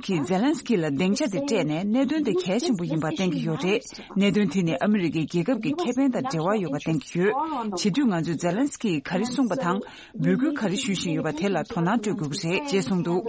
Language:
Tibetan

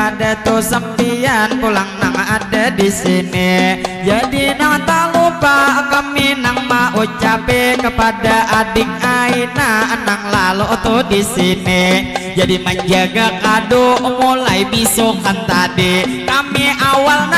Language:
Banjar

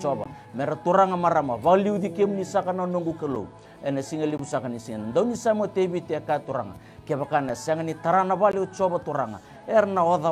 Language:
Fijian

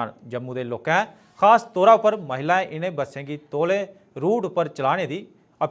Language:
Dogri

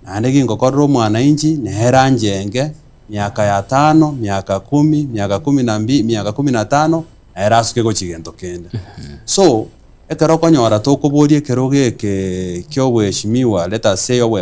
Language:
Gusii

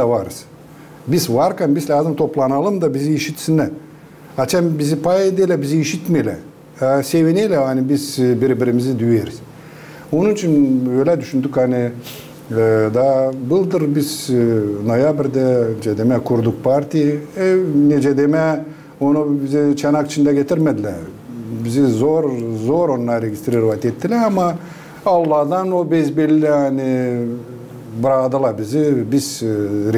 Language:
Gagauz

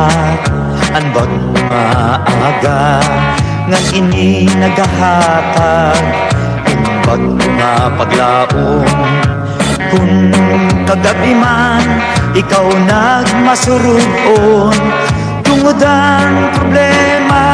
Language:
Waray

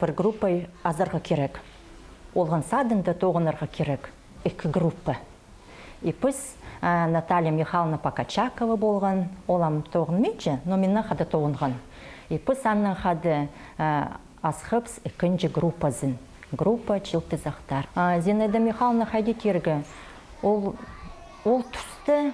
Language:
Khakas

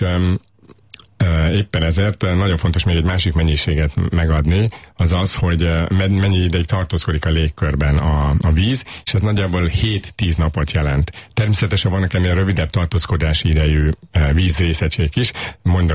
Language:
Hungarian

